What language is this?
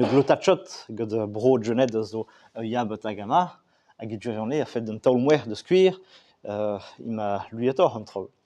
Breton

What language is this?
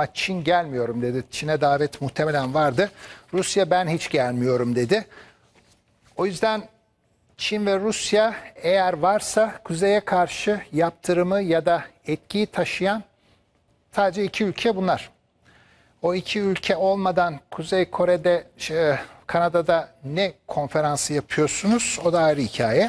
Turkish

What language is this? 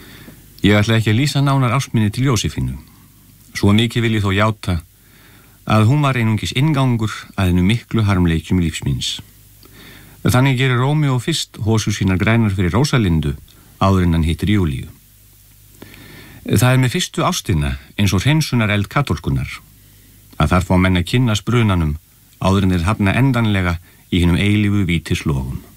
Icelandic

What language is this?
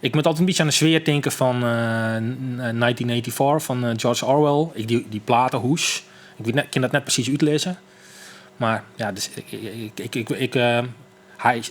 Western Frisian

